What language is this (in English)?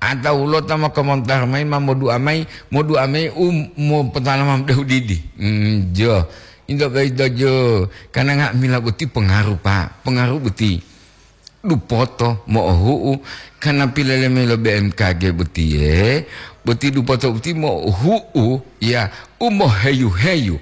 Gorontalo